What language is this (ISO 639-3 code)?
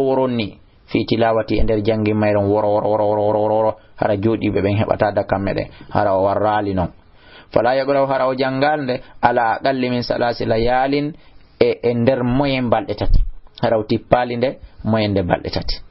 ful